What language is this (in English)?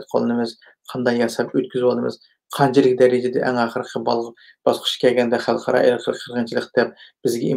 Uyghur